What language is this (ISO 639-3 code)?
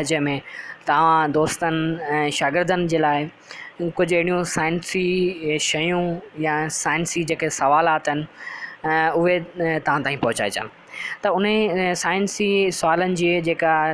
snd